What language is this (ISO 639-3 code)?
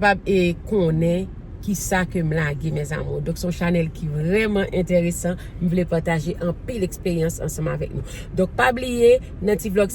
hat